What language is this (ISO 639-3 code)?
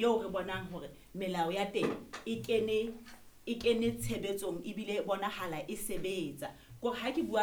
sot